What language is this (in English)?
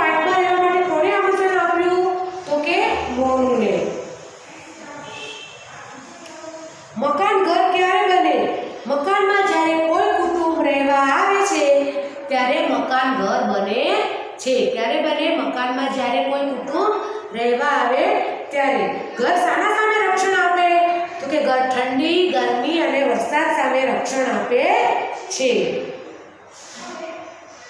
Gujarati